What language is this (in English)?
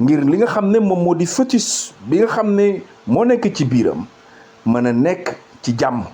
Wolof